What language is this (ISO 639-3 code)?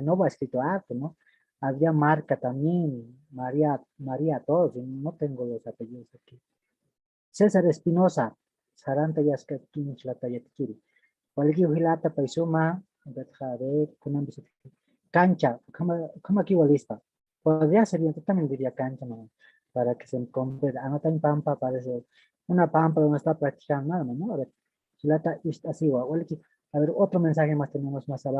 aym